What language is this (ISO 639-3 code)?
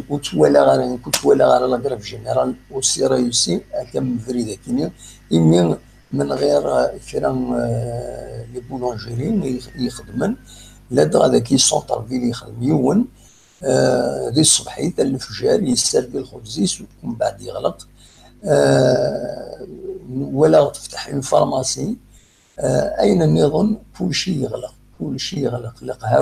kab